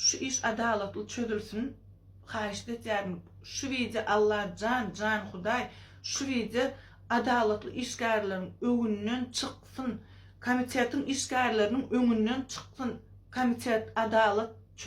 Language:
Turkmen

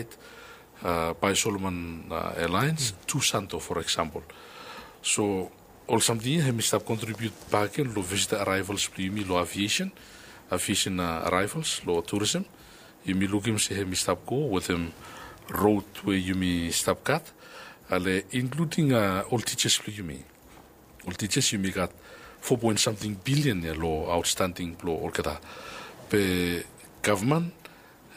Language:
Bislama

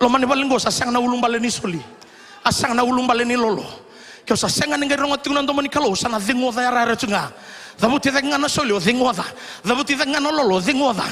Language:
Fijian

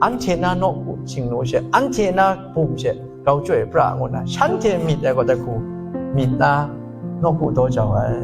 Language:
Kachin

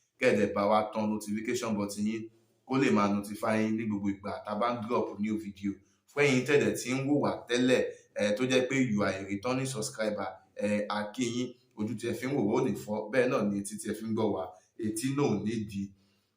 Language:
Yoruba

